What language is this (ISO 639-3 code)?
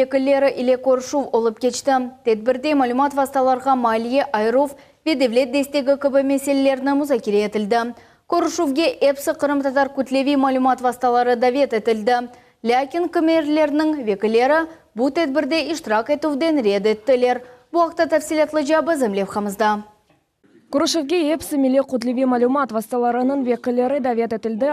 crh